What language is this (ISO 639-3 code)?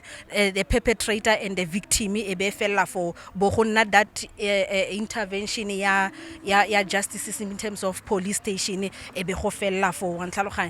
tsn